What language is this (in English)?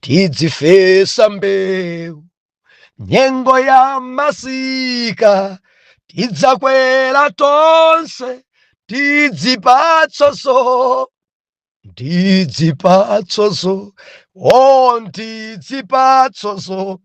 Nyanja